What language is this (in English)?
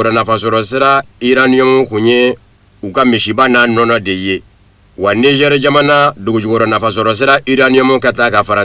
Bambara